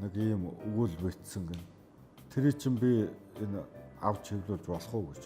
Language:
Mongolian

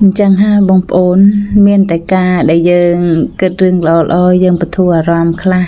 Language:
Khmer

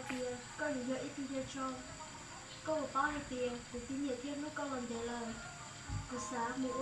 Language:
Hmong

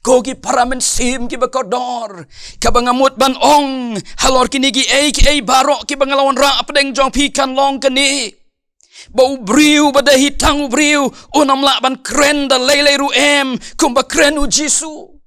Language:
Khasi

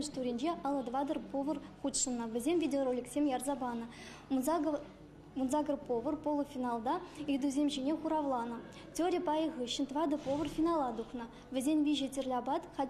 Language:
Chuvash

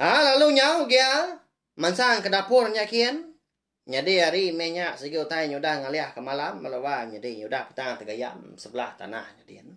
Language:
Iban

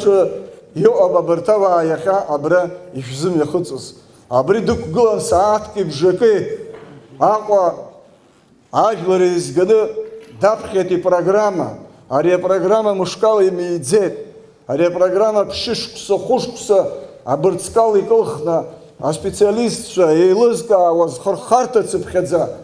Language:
Abkhazian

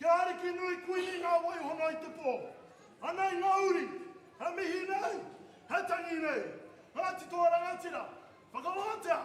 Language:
Māori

